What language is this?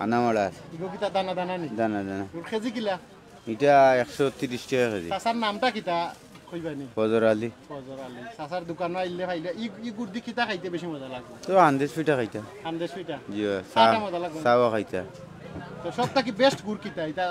Sylheti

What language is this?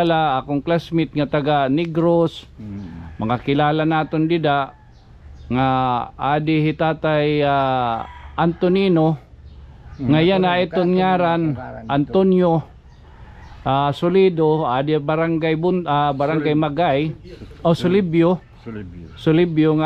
Waray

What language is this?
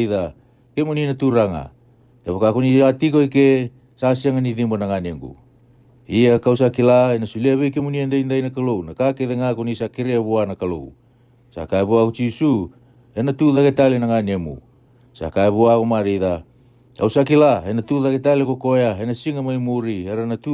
Fijian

